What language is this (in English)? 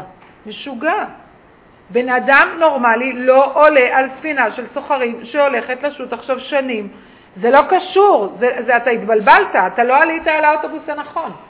Hebrew